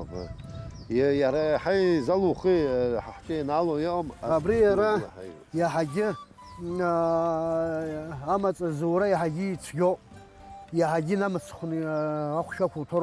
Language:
Abkhazian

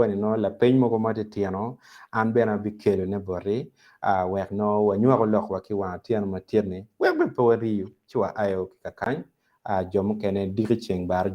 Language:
Acoli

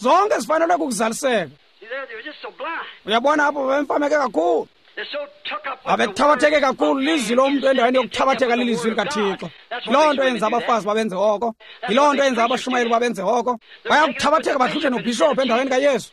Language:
Xhosa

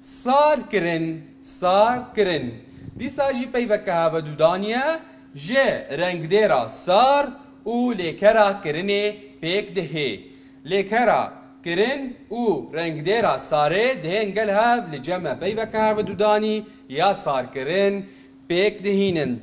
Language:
Kurdish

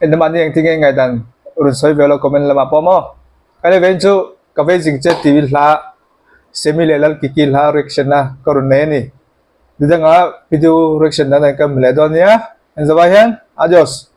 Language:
Mizo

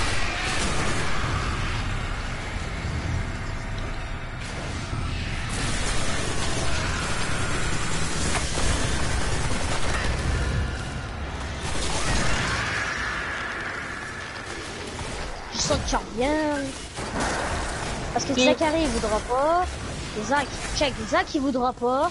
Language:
French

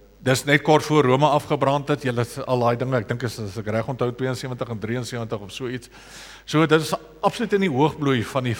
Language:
Afrikaans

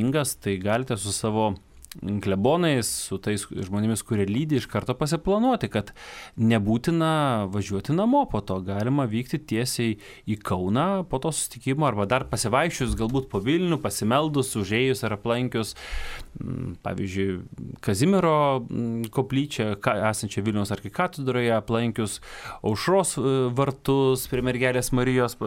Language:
Lithuanian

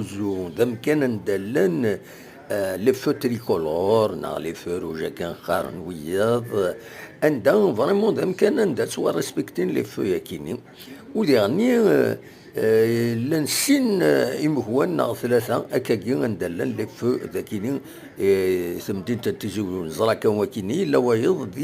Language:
Kabyle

